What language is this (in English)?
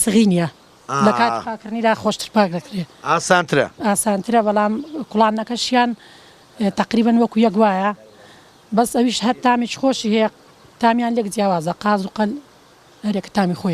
Central Kurdish